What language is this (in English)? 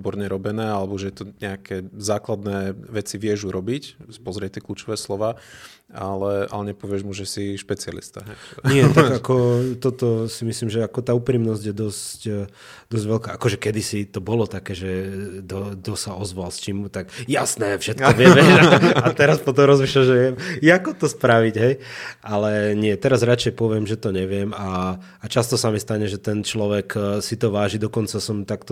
Slovak